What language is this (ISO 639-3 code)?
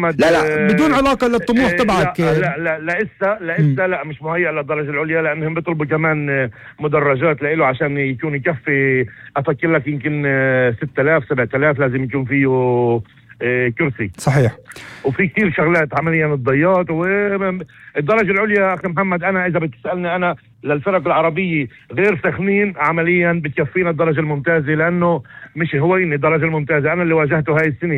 apc